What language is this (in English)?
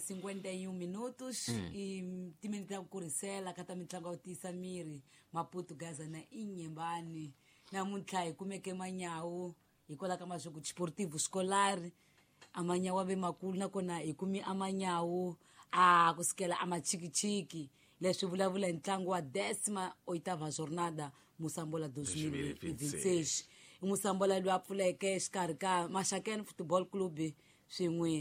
Tsonga